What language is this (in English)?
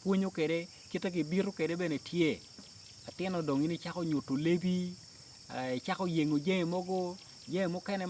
Acoli